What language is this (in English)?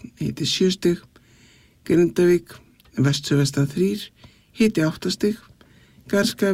Icelandic